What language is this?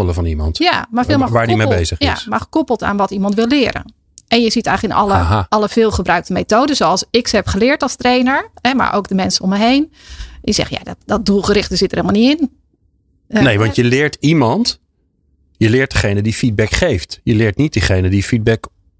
Dutch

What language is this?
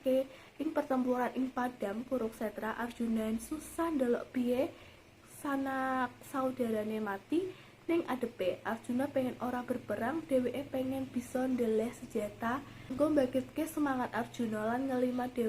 Javanese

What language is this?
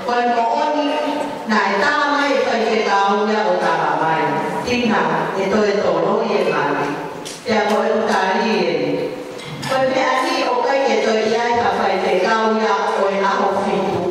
Tongan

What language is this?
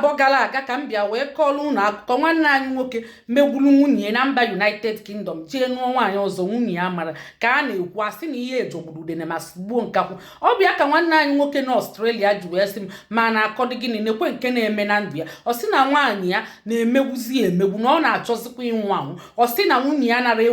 Igbo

